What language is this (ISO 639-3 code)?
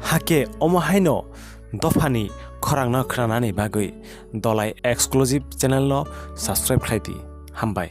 trp